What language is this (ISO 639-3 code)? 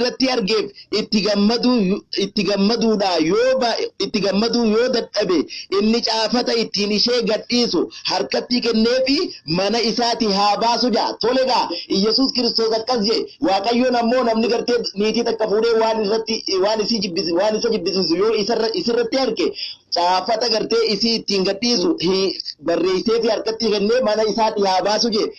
orm